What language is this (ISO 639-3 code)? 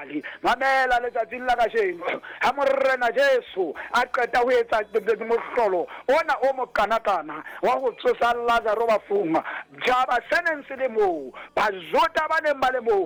sot